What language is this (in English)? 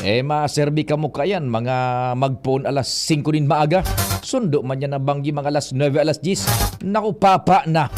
Bikol